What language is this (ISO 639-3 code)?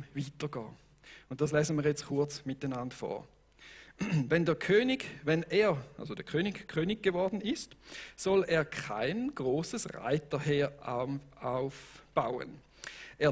gsw